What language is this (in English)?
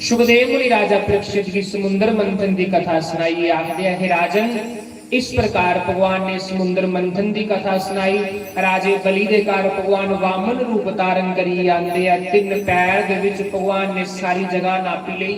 Dogri